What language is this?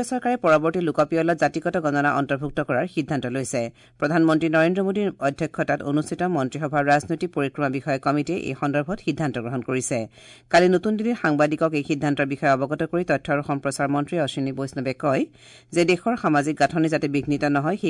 Assamese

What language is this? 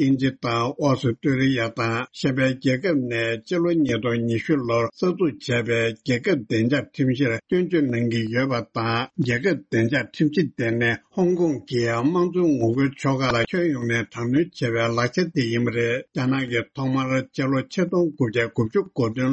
Tibetan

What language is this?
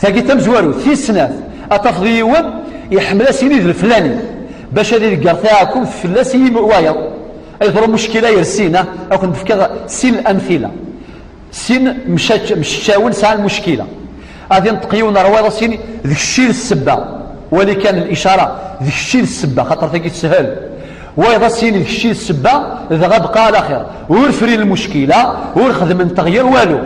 Kabyle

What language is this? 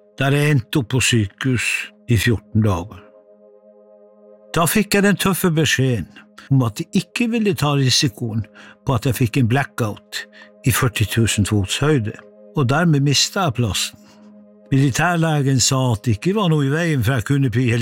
Norwegian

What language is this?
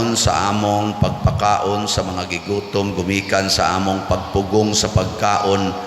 Cebuano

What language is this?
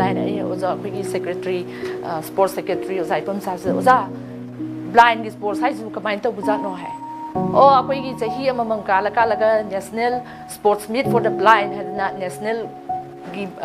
Manipuri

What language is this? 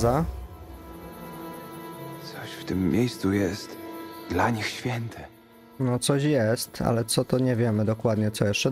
Polish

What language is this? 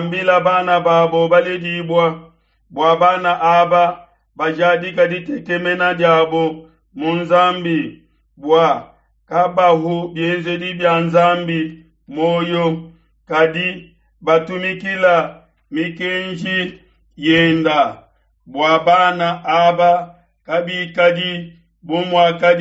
Luba-Lulua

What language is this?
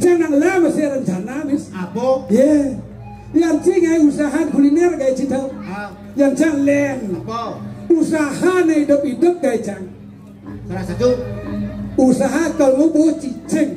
Balinese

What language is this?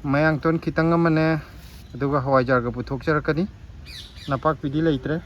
Manipuri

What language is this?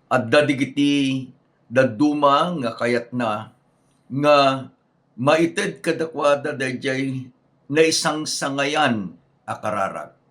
Iloko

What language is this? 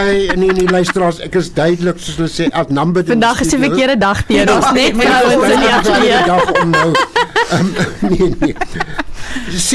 Afrikaans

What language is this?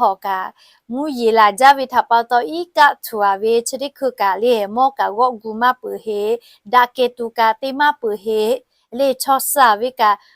Lahu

